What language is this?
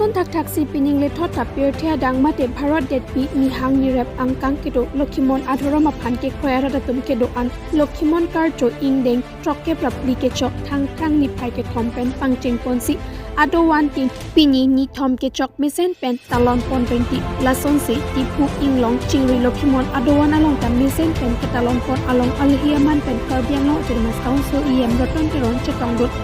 Karbi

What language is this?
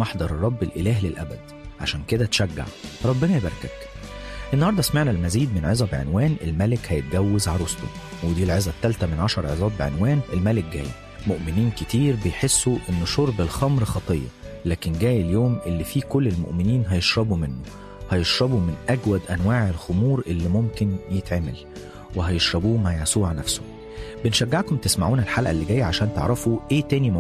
Egyptian Arabic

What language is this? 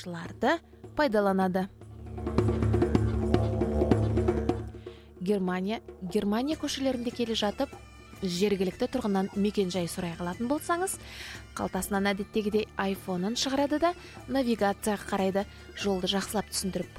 Kazakh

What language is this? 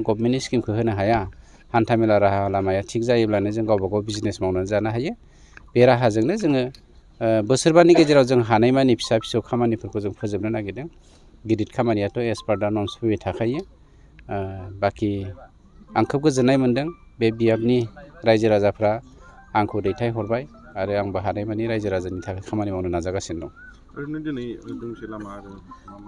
Bodo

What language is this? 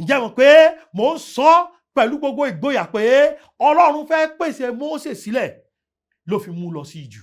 Yoruba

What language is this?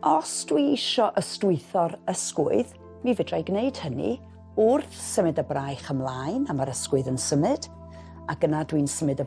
Welsh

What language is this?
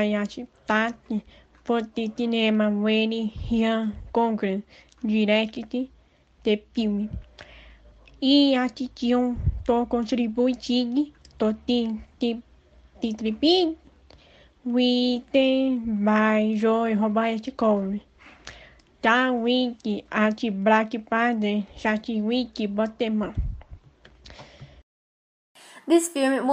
Portuguese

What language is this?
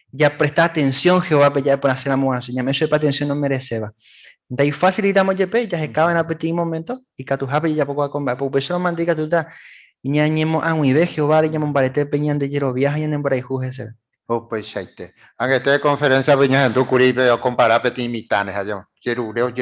Guarani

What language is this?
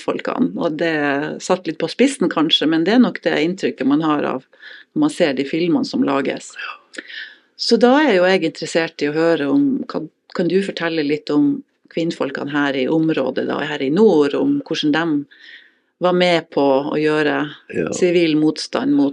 Norwegian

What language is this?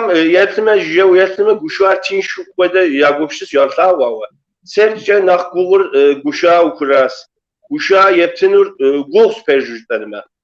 Kabardian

